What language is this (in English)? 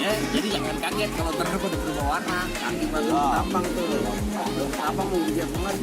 Betawi